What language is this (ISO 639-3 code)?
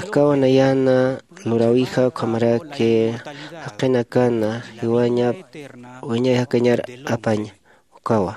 aym